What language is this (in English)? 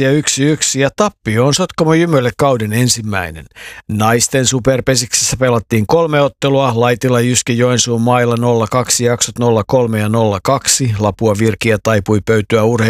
Finnish